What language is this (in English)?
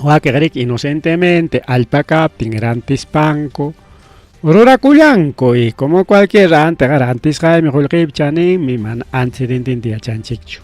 Ayacucho Quechua